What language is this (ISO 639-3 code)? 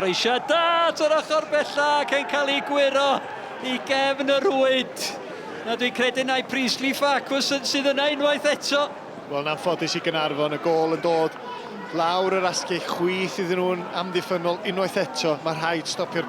cym